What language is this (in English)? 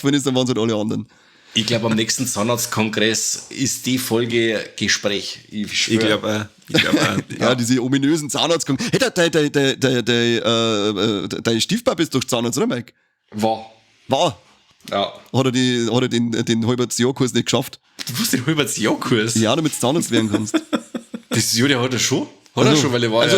Bavarian